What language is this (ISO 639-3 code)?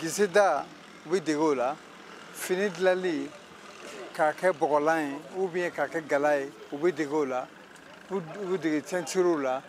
bam